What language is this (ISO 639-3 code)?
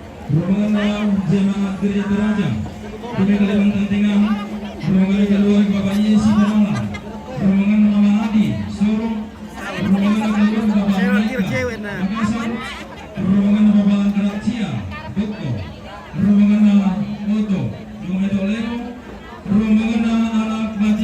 sda